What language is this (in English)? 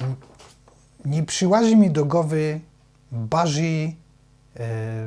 Silesian